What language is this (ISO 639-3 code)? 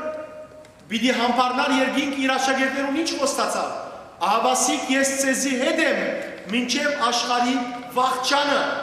hyw